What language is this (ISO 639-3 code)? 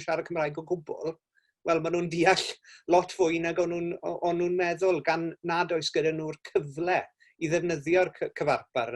cym